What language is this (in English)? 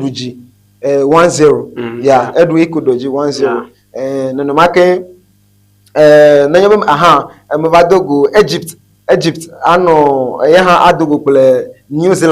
Ewe